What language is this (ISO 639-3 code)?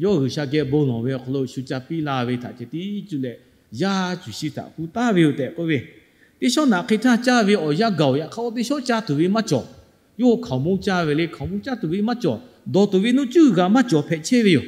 lhu